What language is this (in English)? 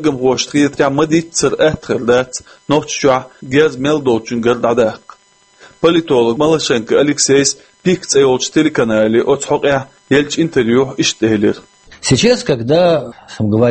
Chechen